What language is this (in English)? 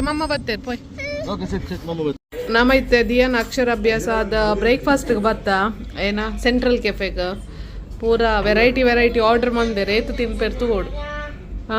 Tulu